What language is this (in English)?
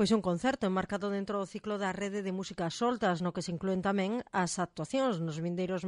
Galician